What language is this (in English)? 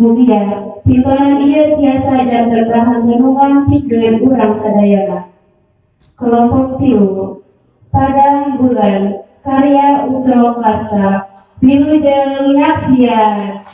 Sundanese